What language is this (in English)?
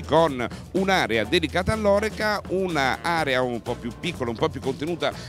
Italian